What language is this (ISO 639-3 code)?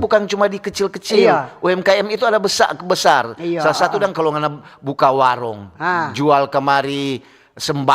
xmm